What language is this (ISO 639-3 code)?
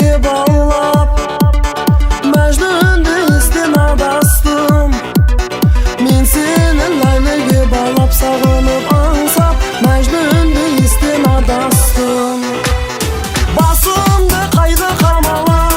kaz